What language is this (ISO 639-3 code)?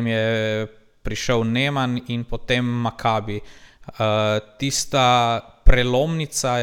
slv